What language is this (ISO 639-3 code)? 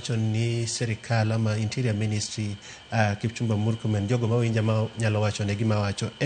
luo